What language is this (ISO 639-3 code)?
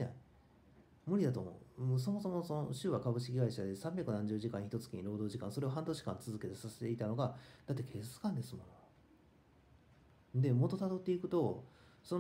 jpn